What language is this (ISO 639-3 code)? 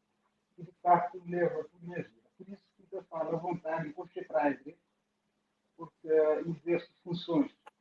kea